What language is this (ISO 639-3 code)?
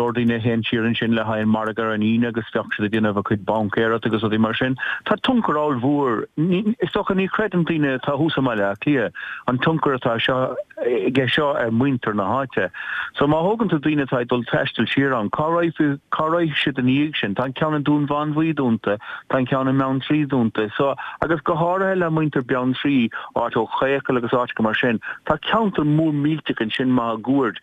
gle